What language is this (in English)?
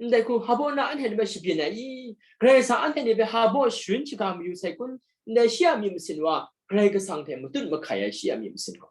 Kachin